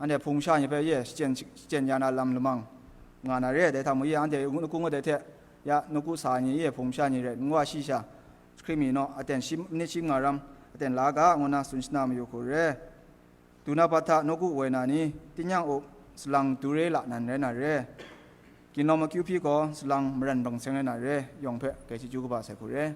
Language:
Kachin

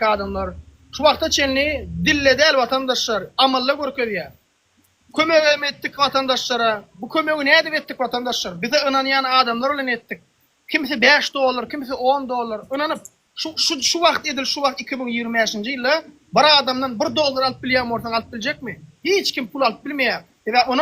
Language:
Turkmen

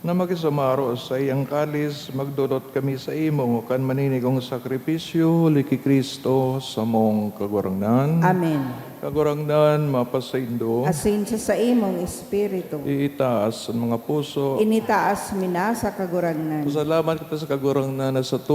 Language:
Bikol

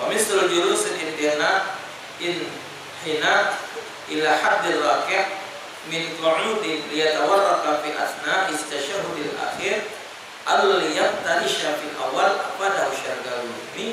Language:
Musi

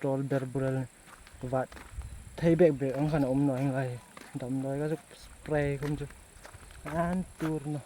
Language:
Hmar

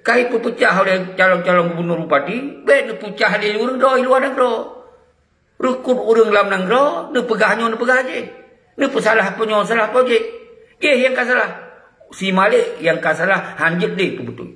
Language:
Achinese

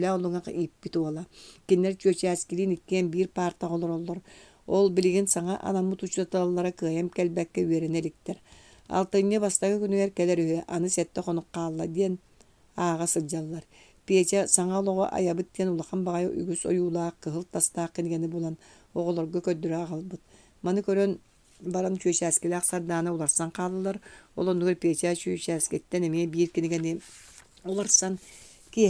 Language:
Yakut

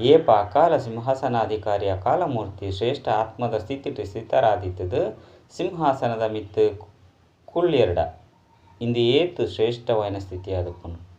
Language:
Tulu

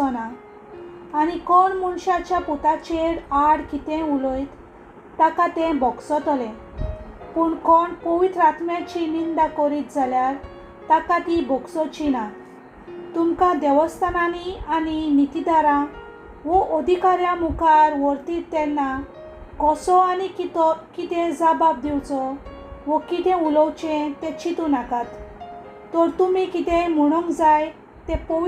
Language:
Konkani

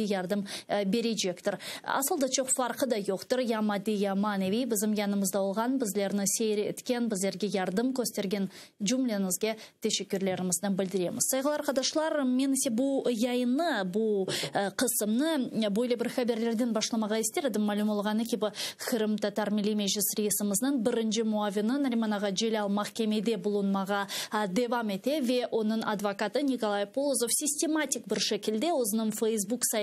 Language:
Crimean Tatar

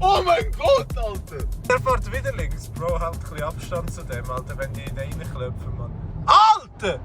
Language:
Swiss German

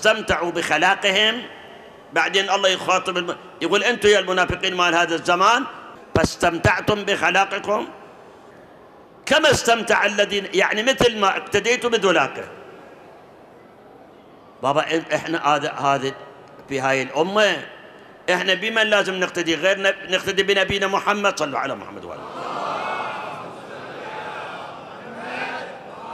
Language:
Mesopotamian Arabic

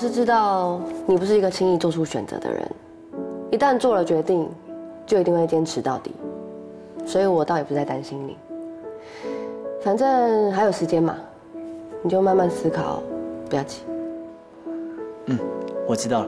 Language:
Min Nan Chinese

